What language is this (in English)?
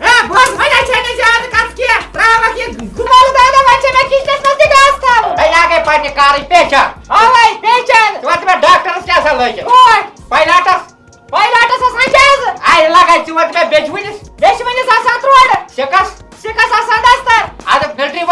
Kashmiri